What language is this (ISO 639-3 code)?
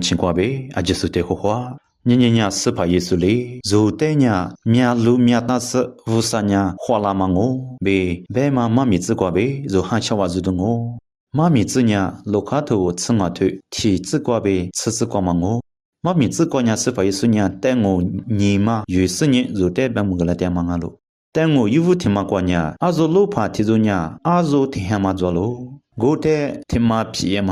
lis